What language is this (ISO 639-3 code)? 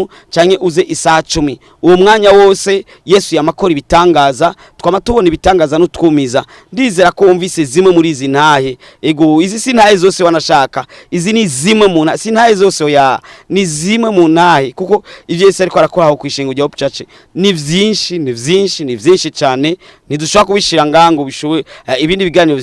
run